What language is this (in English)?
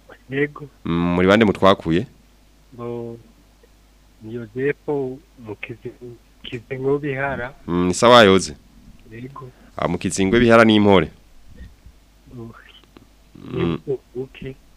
Rundi